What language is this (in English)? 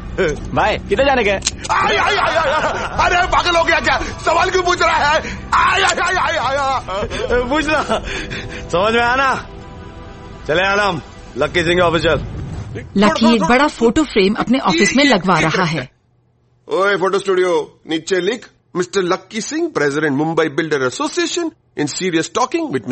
Hindi